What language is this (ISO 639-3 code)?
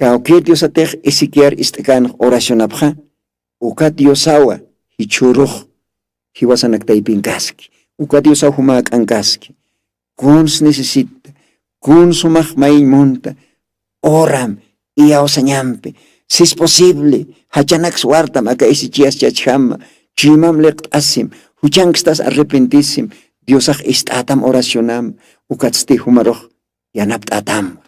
aym